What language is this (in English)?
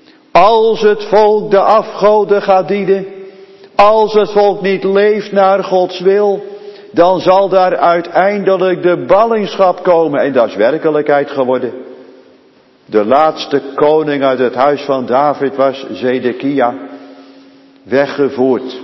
Dutch